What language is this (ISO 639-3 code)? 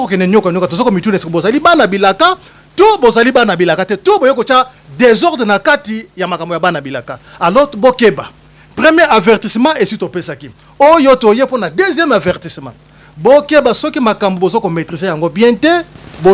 lin